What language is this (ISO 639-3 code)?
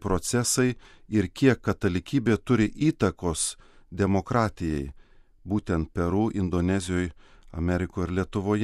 lit